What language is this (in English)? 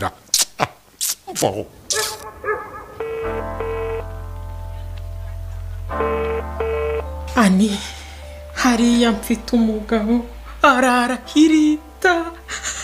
Kinyarwanda